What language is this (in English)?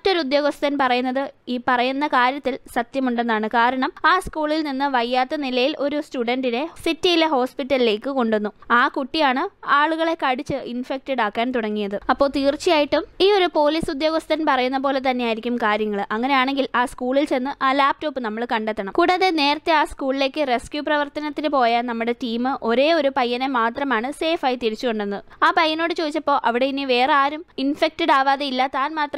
Malayalam